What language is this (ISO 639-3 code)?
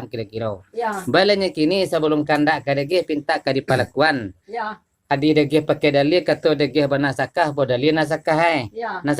min